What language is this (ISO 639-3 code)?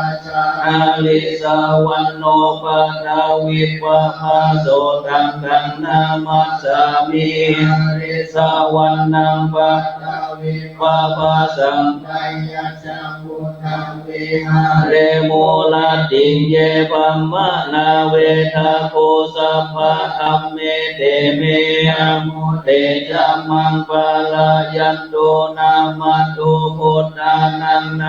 pli